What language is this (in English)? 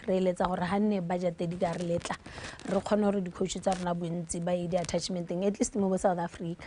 Tswana